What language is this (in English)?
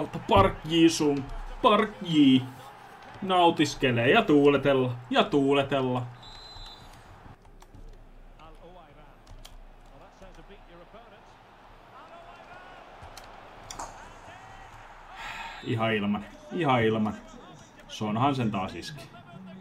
Finnish